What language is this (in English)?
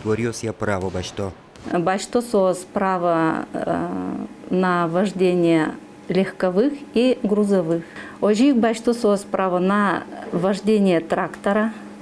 Udmurt